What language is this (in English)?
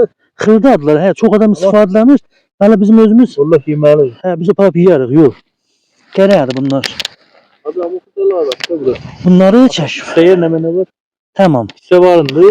South Azerbaijani